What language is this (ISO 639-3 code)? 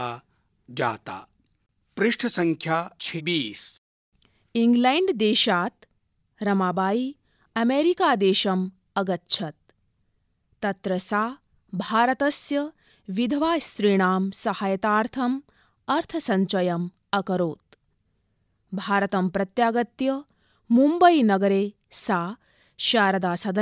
san